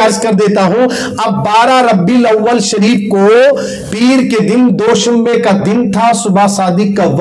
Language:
Urdu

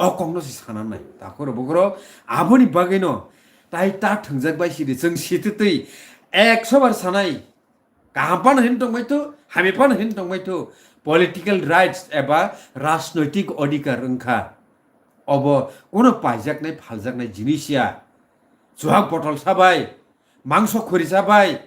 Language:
Kok Borok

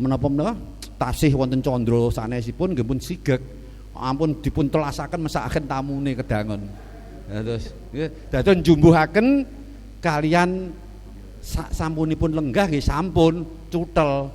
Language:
Javanese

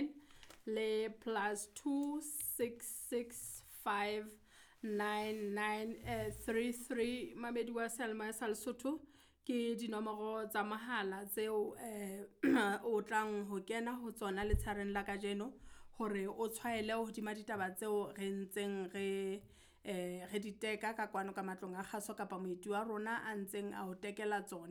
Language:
Southern Sotho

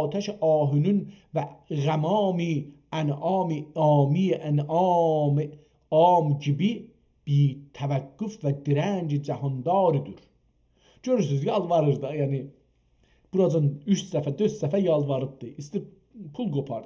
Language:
South Azerbaijani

